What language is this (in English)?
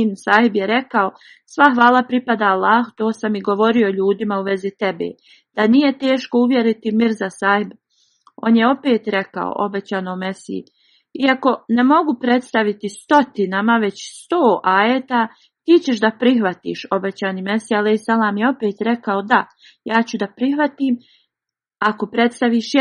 Bosnian